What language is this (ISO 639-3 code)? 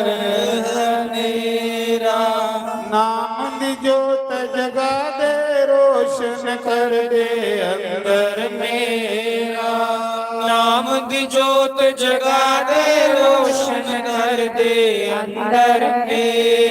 doi